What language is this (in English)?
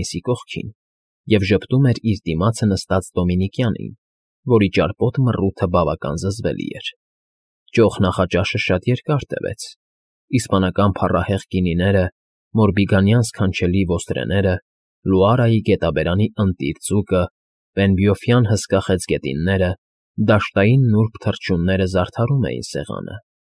Armenian